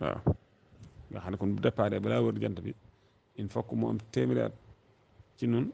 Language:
Wolof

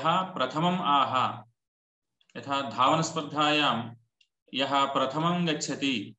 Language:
Sanskrit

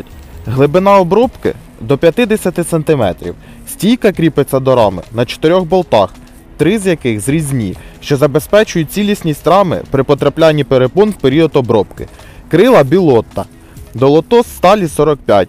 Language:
Ukrainian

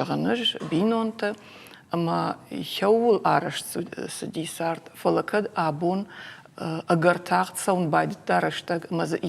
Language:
Ossetic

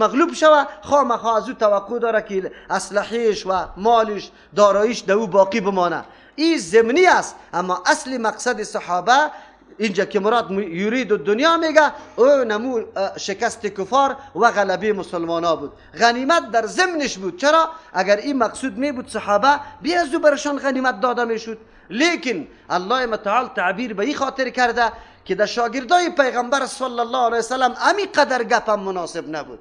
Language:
Persian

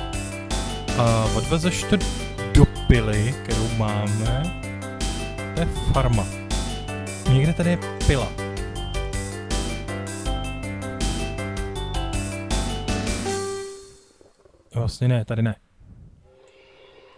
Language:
Czech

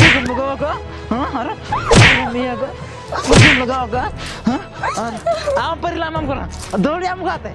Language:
Santali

